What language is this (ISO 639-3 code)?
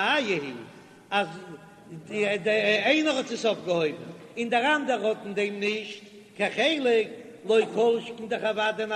yid